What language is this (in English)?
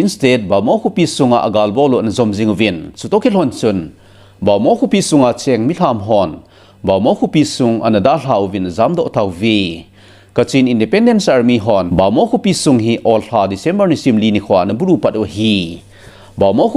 Thado Chin